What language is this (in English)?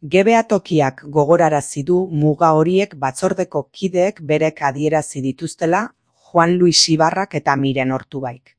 Basque